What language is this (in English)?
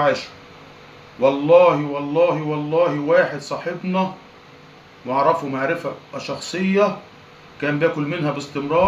Egyptian Arabic